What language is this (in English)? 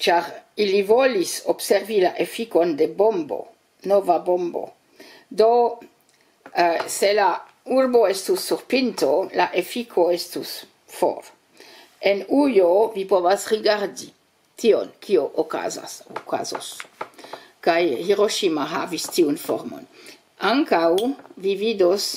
Esperanto